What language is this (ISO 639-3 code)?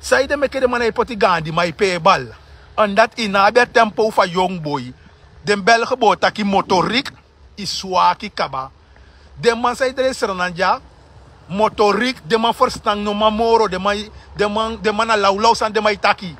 srn